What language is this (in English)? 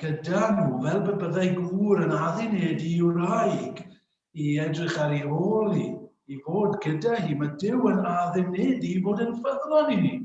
Welsh